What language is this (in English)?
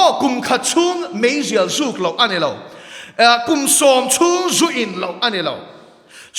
Mizo